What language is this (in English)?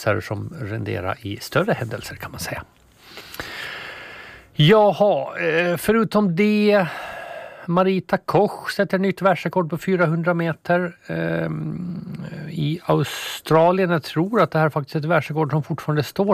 Swedish